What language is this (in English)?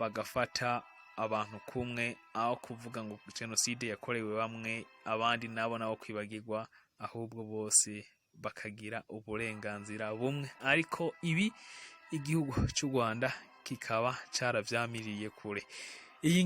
Rundi